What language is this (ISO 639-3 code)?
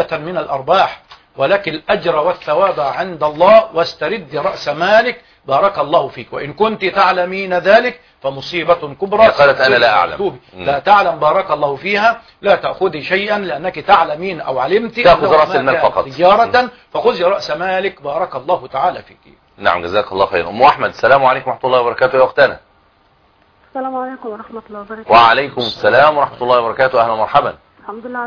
ara